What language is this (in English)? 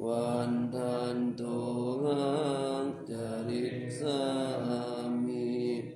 Pali